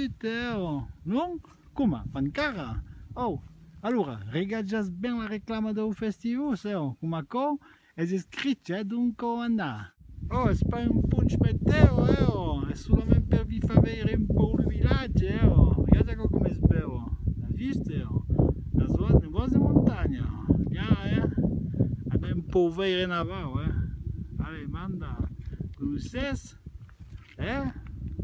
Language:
Occitan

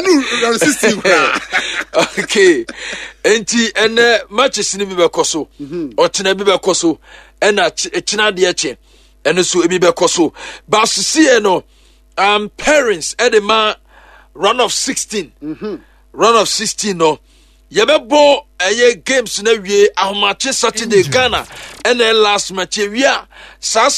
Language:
Akan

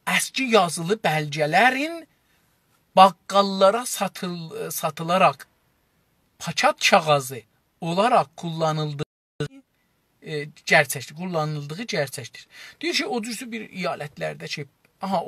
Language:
South Azerbaijani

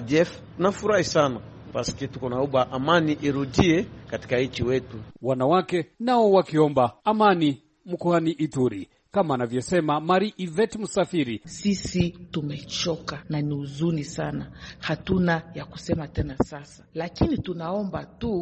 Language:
Swahili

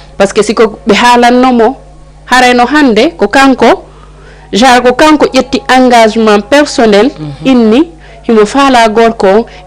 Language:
Fula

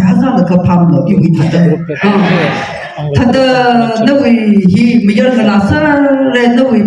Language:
Tangkhul Naga (India)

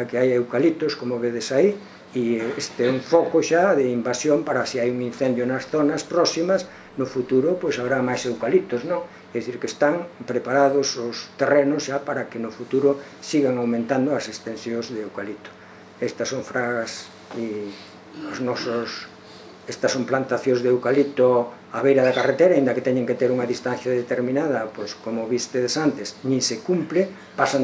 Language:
Galician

